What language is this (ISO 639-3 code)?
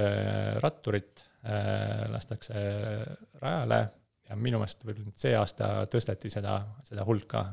est